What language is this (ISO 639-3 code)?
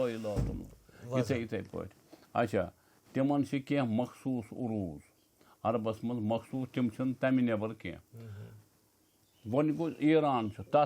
kas